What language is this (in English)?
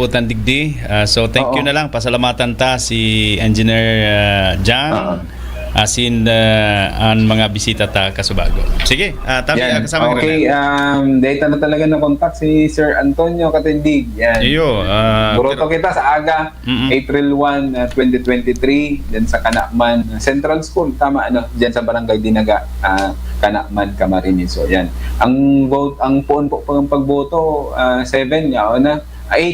Bikol